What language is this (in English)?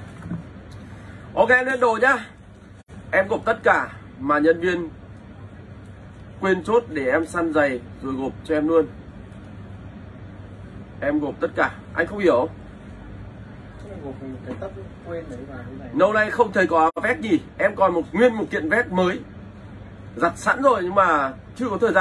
Vietnamese